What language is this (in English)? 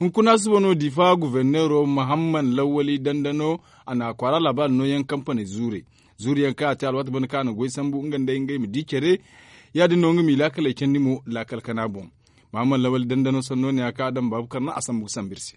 Zarma